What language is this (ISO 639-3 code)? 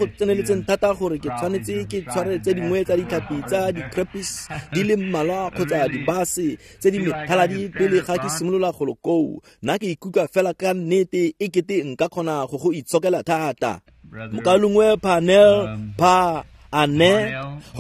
tsn